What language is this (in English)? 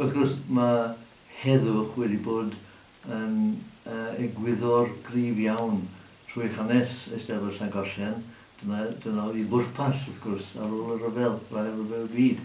Welsh